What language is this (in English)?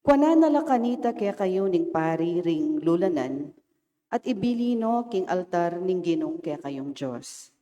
Pampanga